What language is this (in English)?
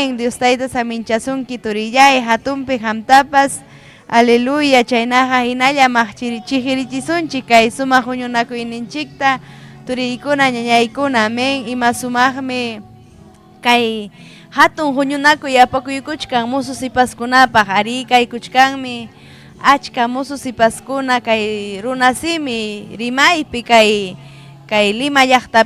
Ayacucho Quechua